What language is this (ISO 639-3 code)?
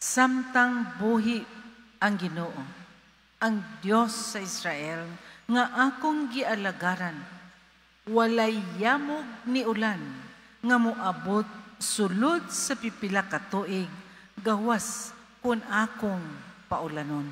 ceb